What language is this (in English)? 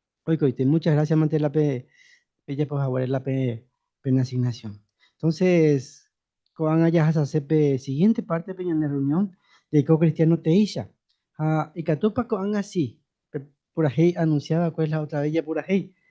Guarani